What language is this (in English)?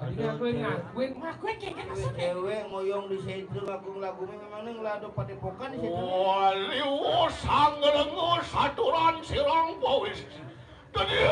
Balinese